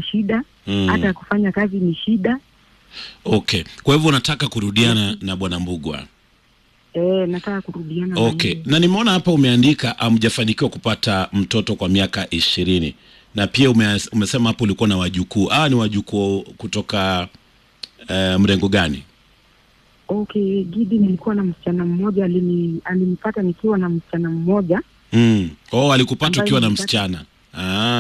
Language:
Swahili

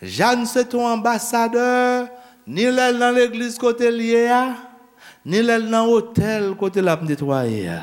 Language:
Haitian Creole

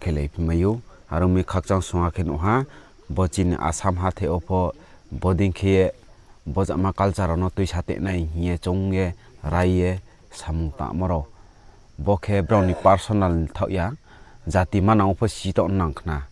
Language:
Riang (India)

